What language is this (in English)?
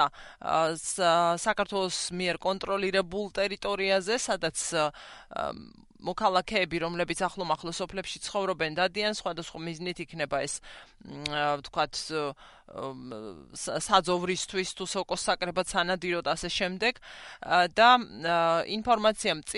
Georgian